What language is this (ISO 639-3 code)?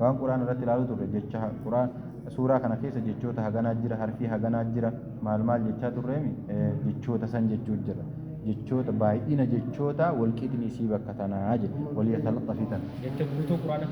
orm